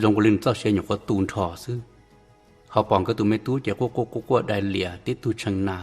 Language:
Hmong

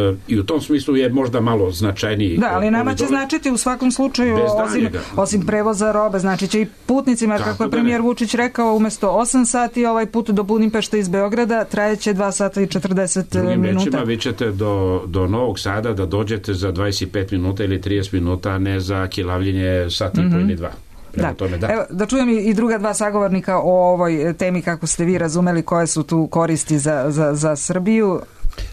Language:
Serbian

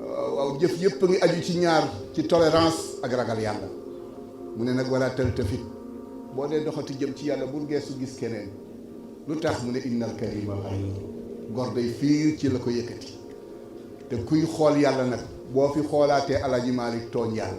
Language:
Wolof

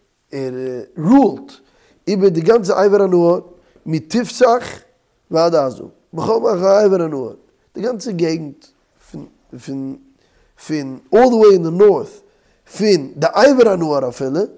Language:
Yiddish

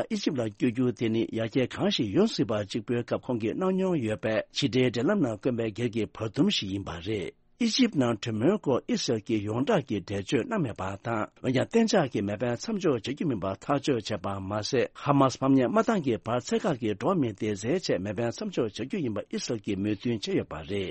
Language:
Tibetan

